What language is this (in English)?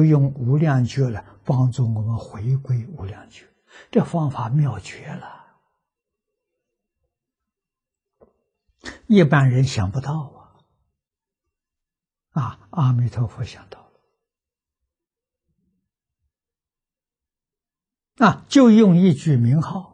Chinese